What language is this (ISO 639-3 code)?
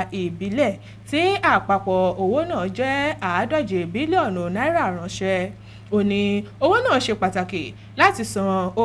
yor